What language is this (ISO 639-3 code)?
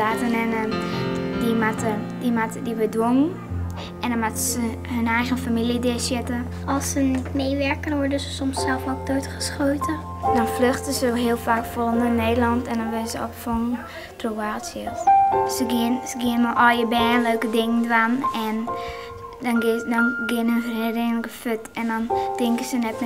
fry